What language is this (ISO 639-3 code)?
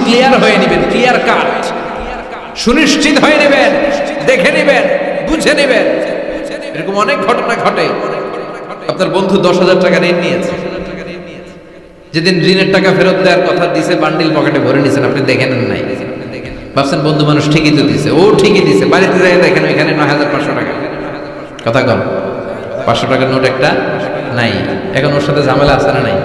ben